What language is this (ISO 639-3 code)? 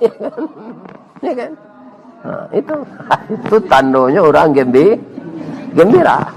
min